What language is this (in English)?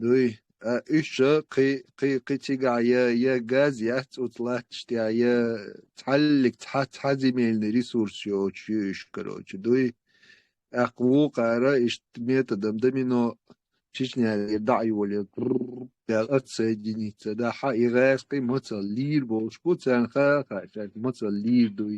Chechen